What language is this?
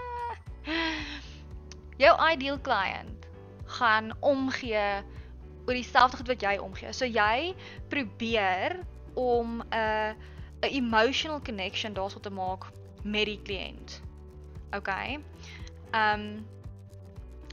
Afrikaans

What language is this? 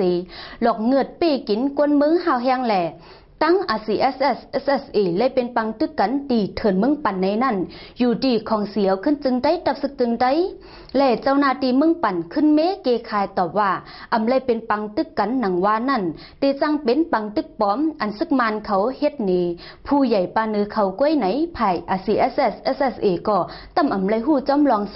Shan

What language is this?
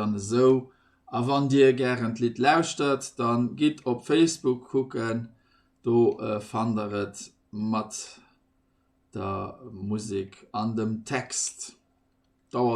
Luxembourgish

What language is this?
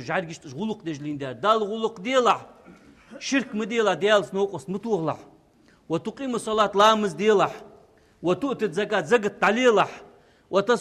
Ingush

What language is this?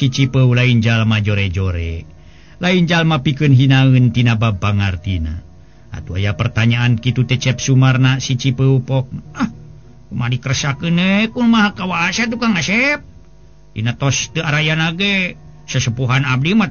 Sundanese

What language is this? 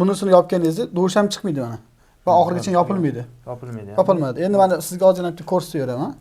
Uzbek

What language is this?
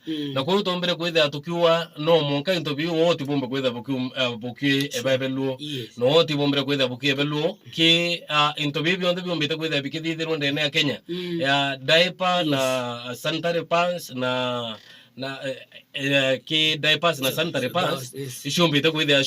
Meru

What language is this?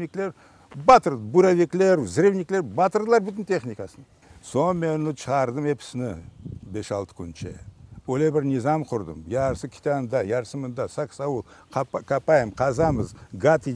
Crimean Tatar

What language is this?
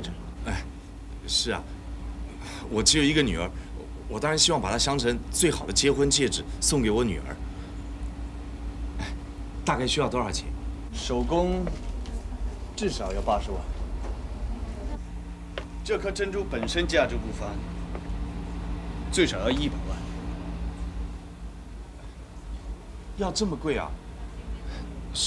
Chinese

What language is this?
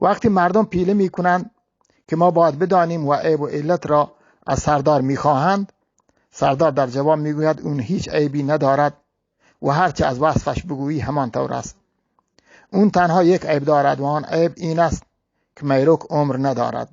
Eastern Balochi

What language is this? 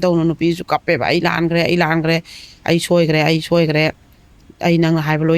Manipuri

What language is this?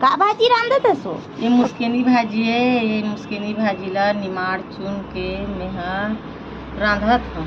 Chhattisgarhi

